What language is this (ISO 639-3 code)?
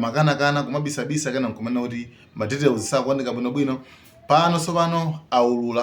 nya